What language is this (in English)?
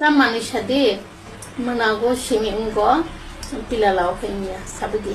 Kok Borok